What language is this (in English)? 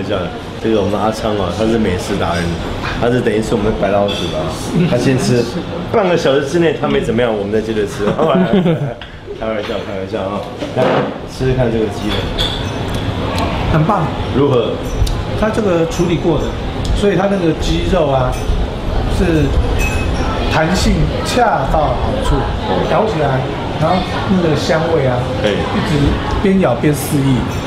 Chinese